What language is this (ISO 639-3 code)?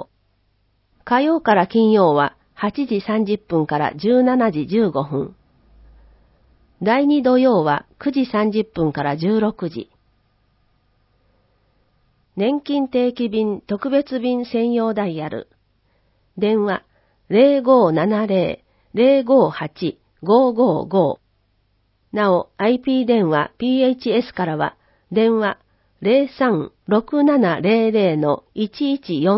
jpn